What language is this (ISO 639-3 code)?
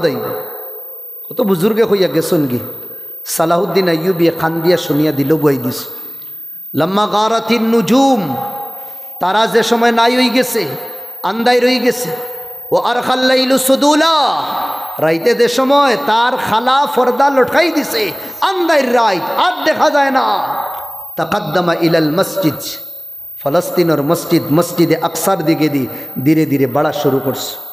syl